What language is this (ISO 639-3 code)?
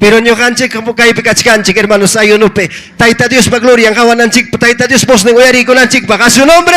quy